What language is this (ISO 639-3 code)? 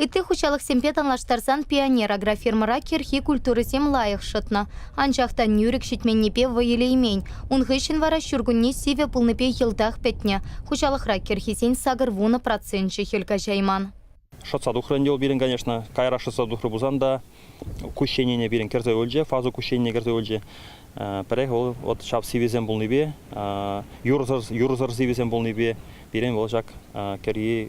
chv